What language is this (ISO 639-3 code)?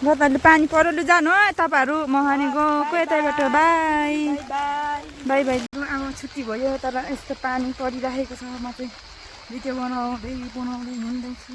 nep